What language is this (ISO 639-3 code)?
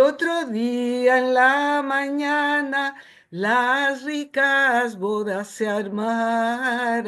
lad